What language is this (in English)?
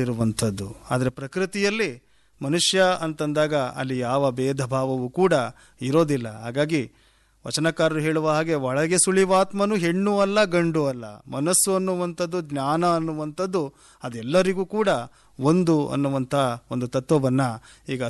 Kannada